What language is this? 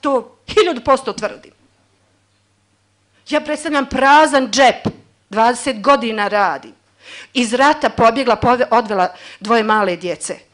Bosnian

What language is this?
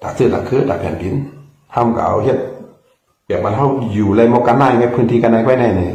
Shan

